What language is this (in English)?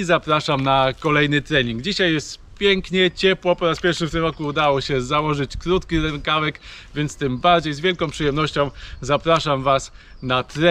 Polish